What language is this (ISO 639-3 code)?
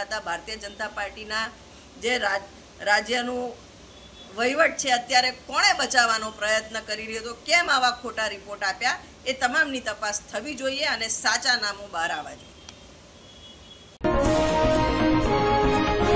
guj